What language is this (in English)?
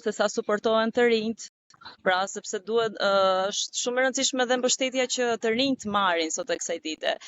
Albanian